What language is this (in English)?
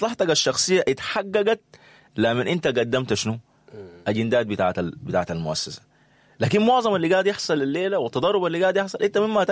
Sudanese Arabic